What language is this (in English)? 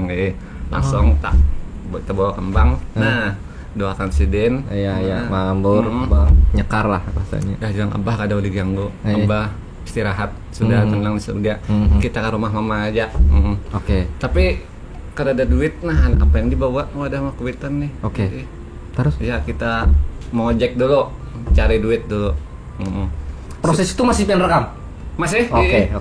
Banjar